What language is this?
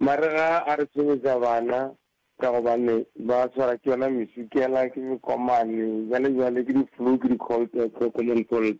Northern Sotho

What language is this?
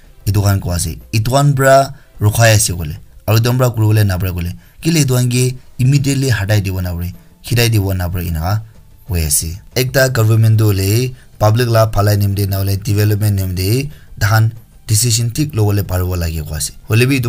Naga Pidgin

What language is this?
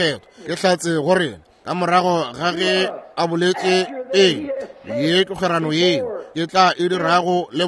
Northern Sotho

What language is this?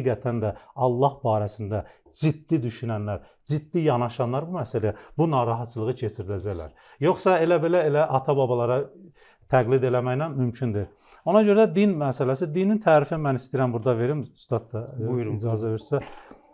Azerbaijani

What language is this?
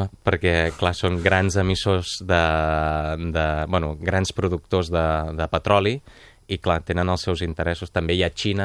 Catalan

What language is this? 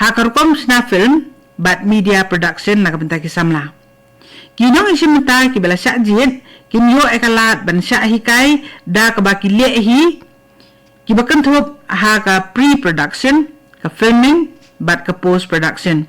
Khasi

